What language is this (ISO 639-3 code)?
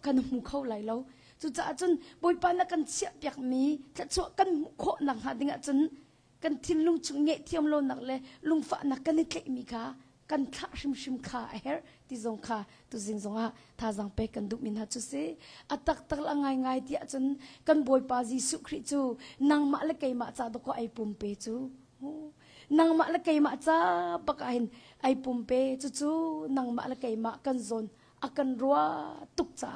cnh